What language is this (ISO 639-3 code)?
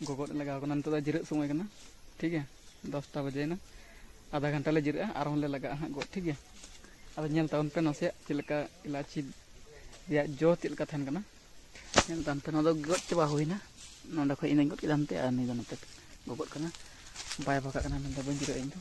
sat